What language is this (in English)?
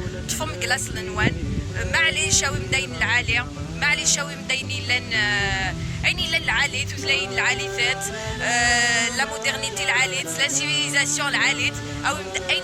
Kabyle